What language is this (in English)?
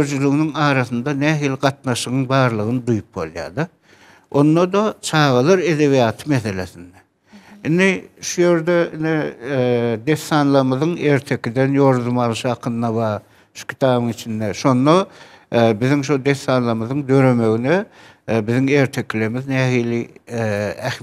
Turkmen